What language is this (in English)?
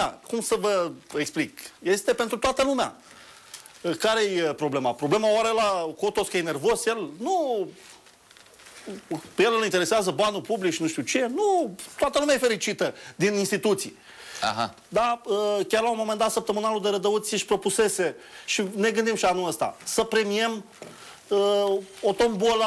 Romanian